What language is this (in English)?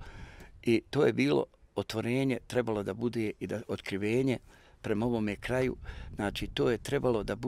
Bosnian